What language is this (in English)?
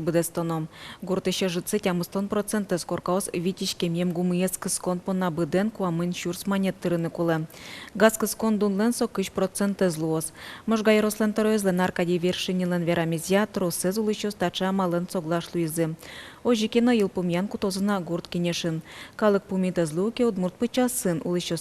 Udmurt